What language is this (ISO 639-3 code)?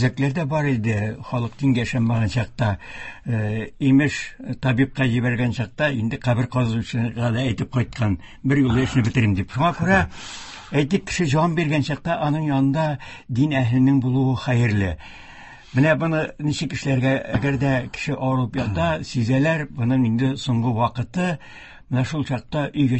tat